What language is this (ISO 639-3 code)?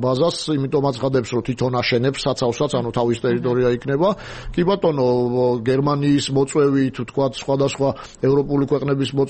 kat